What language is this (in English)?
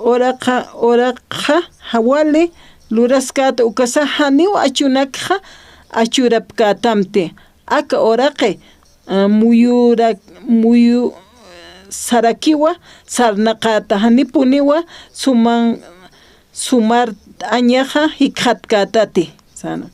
Aymara